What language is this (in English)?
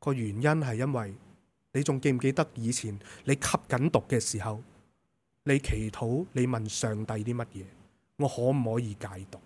Cantonese